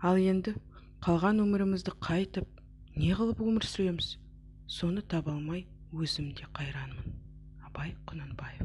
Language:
Kazakh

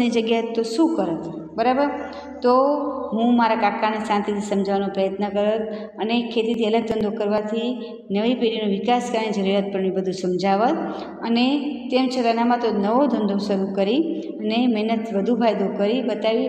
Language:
Gujarati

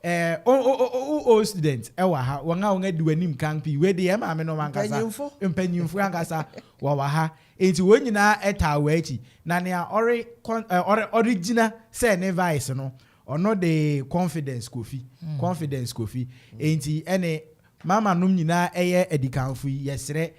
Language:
Akan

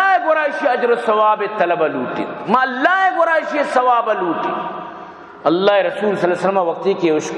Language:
Baluchi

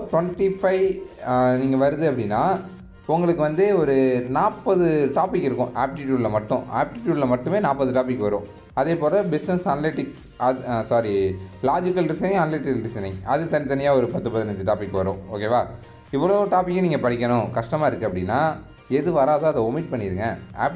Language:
Tamil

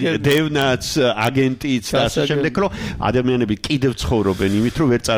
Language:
Georgian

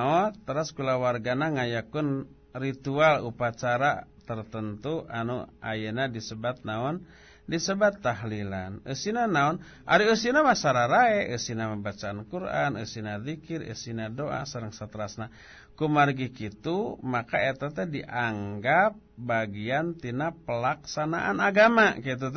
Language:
Sundanese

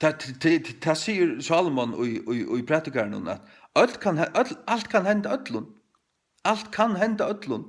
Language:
Faroese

